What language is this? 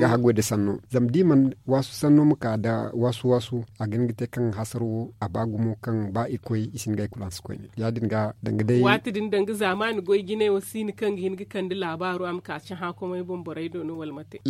Zarma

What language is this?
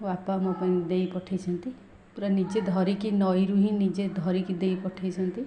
Odia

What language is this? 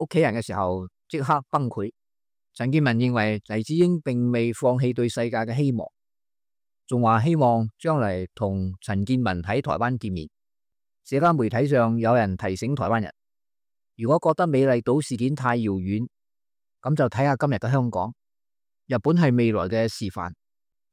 Cantonese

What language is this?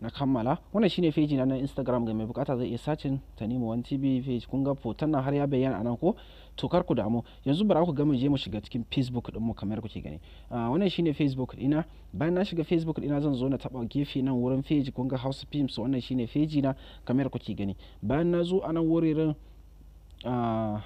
Hausa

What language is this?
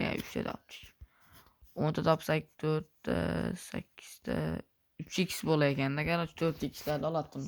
Uzbek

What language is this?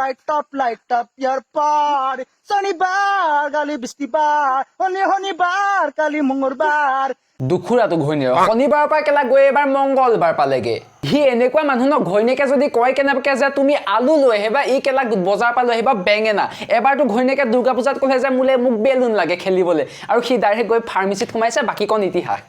Assamese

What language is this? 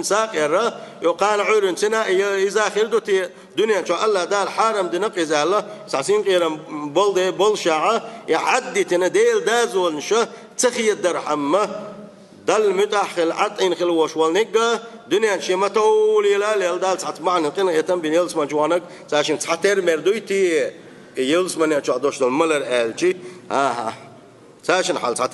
Chechen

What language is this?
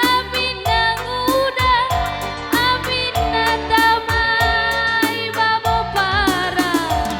Batak Karo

